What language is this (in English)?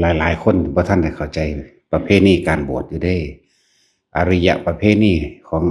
Lao